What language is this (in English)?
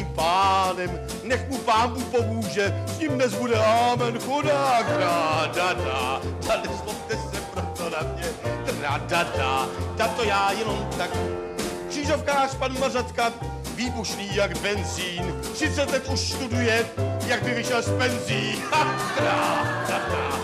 Czech